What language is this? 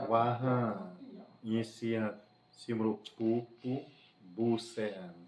Xavánte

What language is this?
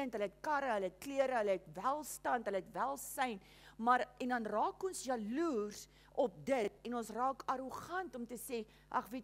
Afrikaans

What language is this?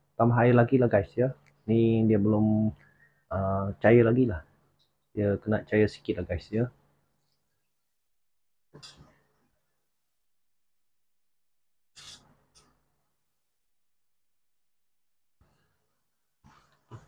Malay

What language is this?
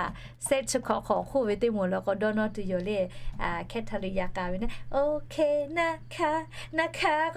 Lahu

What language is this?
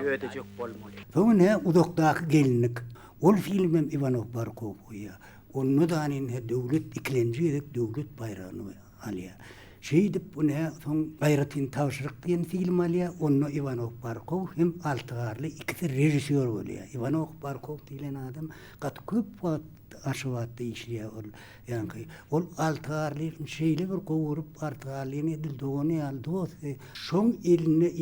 Turkmen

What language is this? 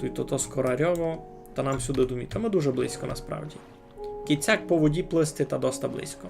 Rusyn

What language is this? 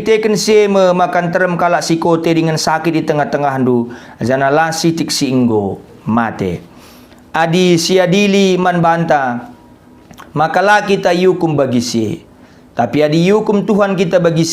Batak Karo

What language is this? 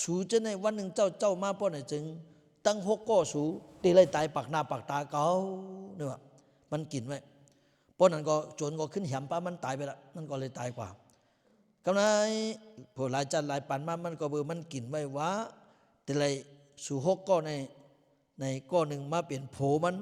Lao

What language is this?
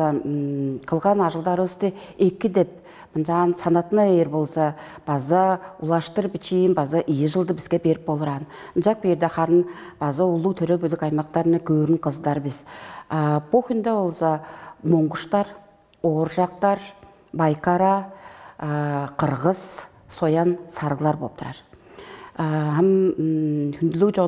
Tuvinian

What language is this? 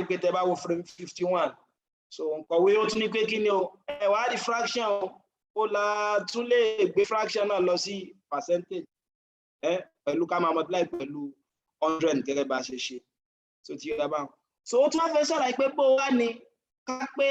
Yoruba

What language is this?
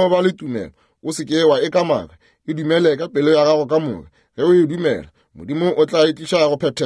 Northern Sotho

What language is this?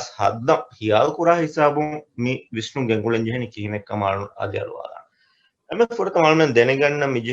Divehi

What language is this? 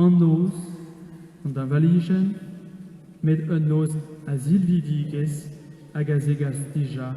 Breton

